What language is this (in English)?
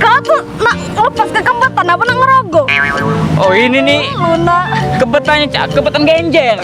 Musi